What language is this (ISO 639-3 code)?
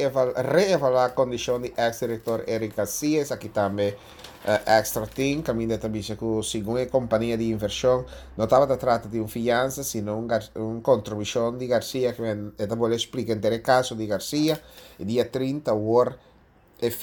pap